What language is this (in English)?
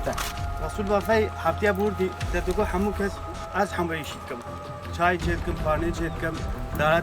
Kurdish